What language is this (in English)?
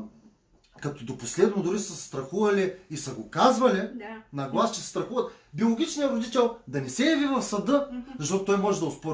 Bulgarian